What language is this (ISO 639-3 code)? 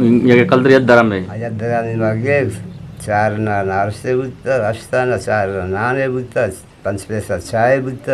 bgp